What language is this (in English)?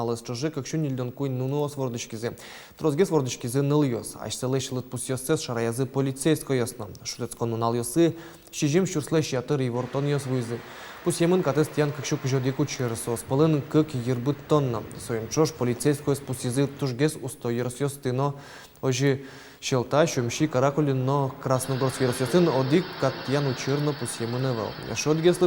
Udmurt